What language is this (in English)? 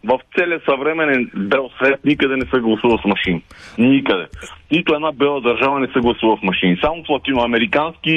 Bulgarian